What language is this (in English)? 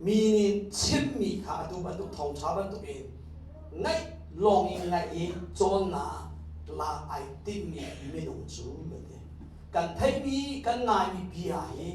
Hakha Chin